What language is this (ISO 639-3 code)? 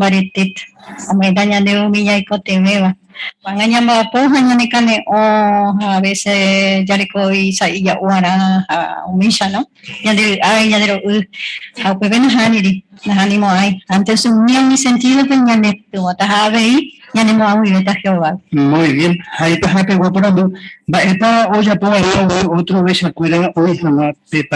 grn